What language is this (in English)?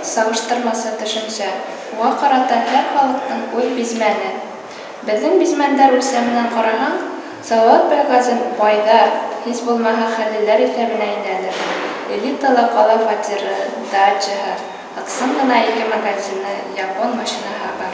Bashkir